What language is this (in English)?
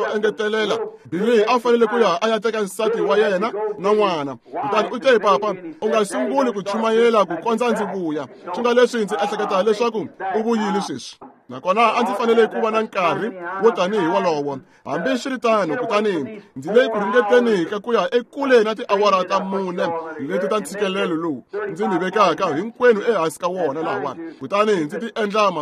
Tsonga